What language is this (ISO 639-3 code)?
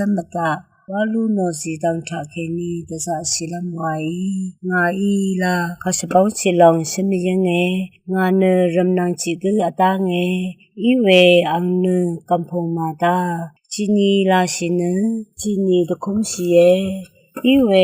raw